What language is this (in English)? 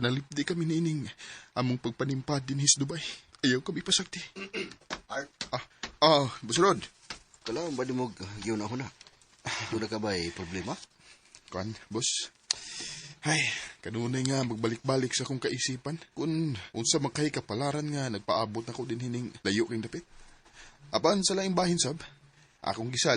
Cebuano